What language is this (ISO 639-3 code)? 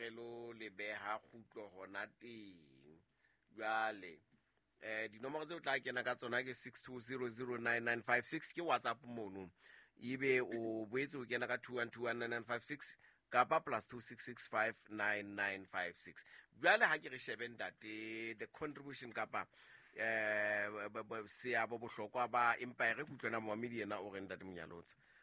sot